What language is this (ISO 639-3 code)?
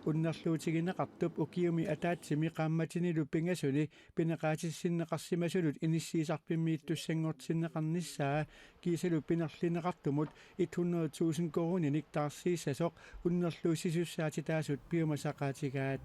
kal